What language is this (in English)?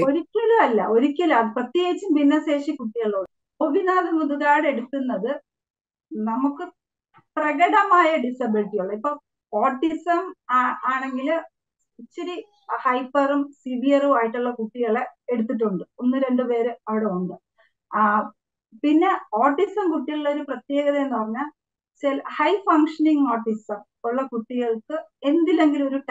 Malayalam